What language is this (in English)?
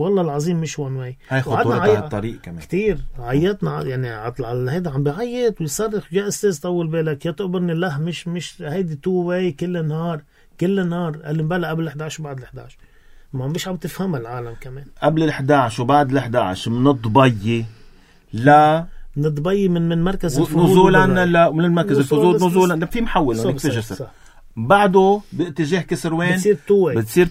North Levantine Arabic